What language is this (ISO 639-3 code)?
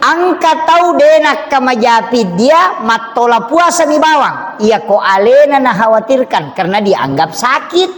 bug